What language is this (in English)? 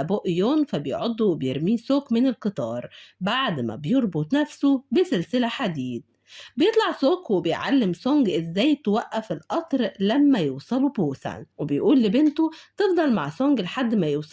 Egyptian Arabic